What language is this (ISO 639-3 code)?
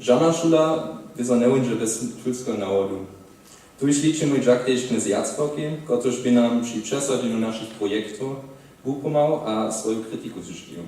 hsb